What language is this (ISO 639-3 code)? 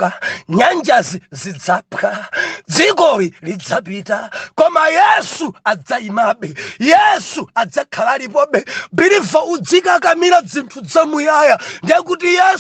nya